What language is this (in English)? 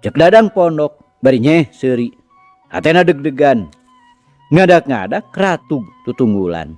Sundanese